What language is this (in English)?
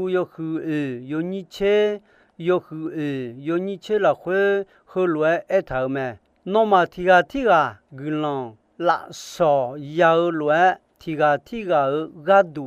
Akha